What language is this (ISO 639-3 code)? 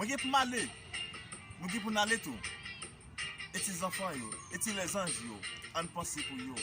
hat